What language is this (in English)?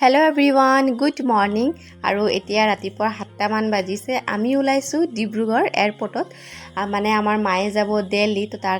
Assamese